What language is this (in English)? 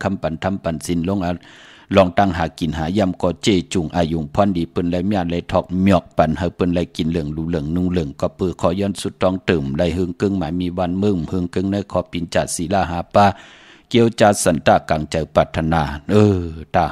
Shan